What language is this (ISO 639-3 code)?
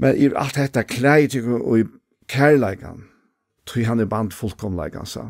fao